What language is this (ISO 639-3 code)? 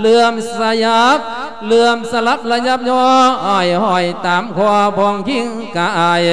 lao